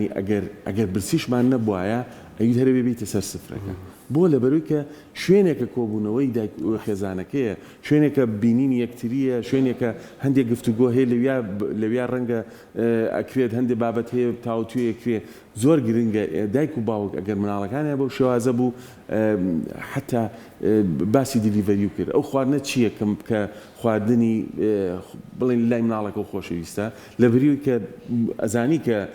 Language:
Central Kurdish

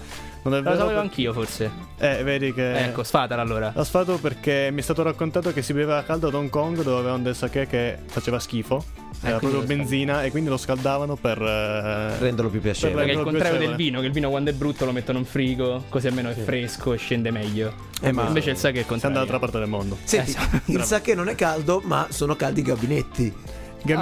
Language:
Italian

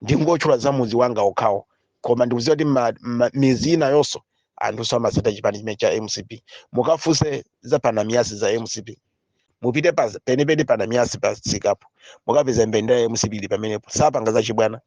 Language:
Nyanja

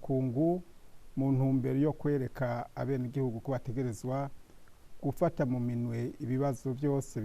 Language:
Rundi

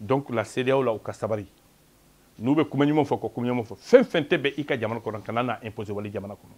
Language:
Bambara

